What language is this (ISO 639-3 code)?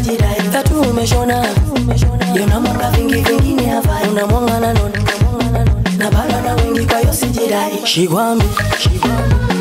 kin